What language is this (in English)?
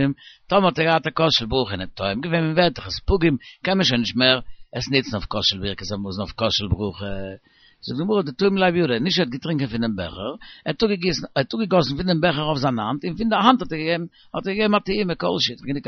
Yiddish